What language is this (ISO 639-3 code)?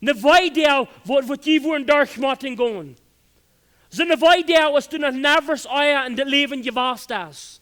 pdt